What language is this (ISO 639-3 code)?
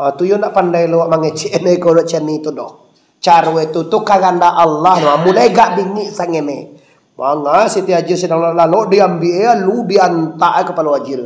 min